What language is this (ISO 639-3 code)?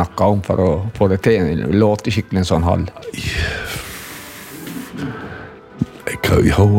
nor